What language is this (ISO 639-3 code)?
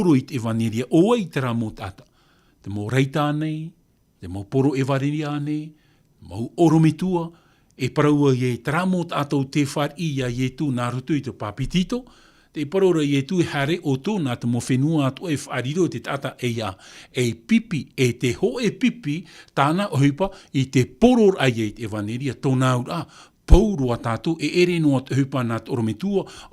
tah